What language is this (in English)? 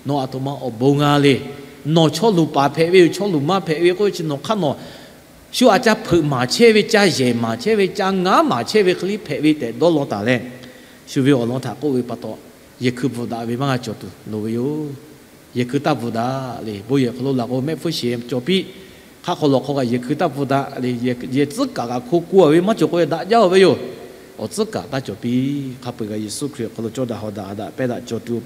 Lahu